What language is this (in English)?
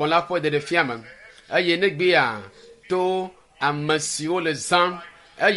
Ewe